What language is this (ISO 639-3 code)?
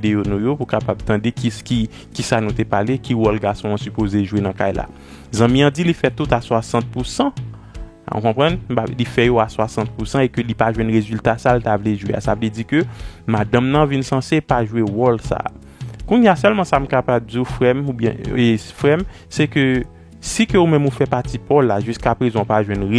hat